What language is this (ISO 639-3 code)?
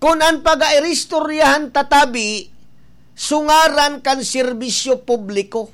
bik